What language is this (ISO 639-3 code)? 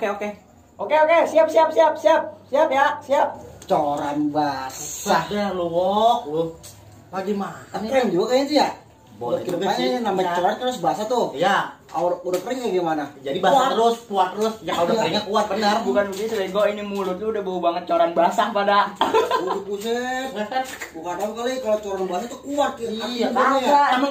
bew